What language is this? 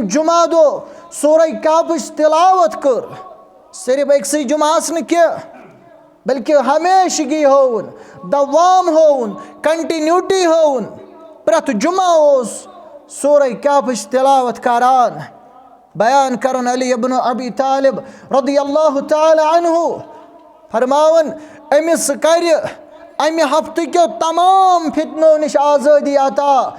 Kashmiri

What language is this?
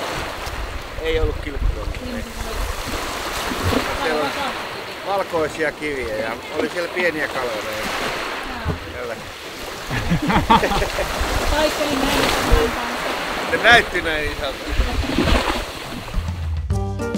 Finnish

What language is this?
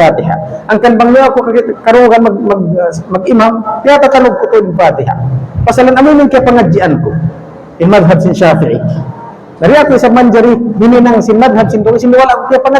Tausug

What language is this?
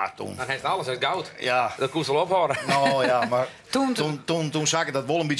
Western Frisian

